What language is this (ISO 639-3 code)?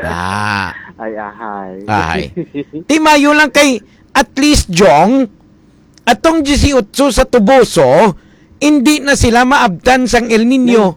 hil